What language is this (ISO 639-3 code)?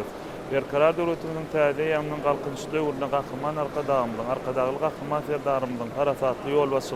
tuk